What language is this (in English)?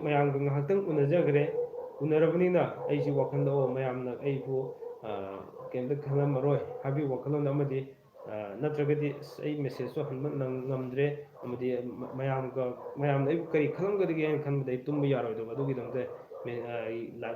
Manipuri